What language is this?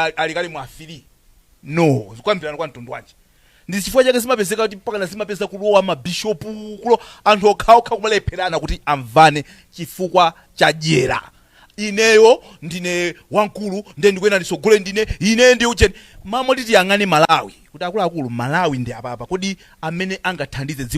Nyanja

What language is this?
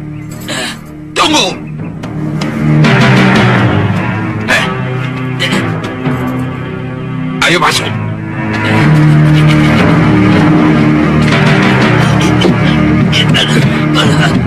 Indonesian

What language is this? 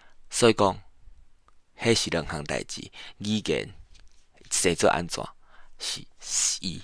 Min Nan Chinese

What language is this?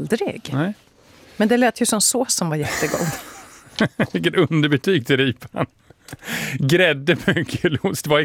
Swedish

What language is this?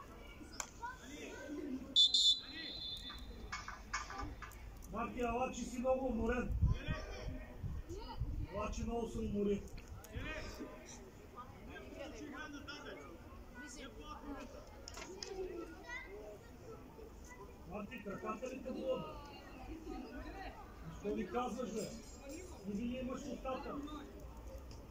Bulgarian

